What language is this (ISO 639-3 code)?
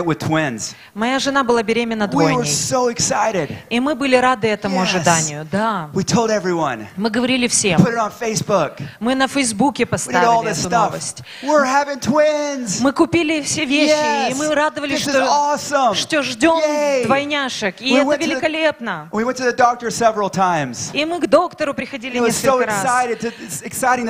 rus